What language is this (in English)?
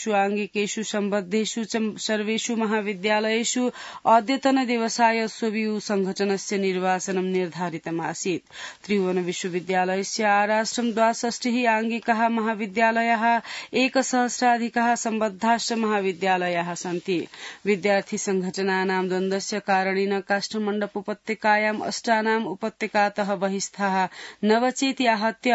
Sanskrit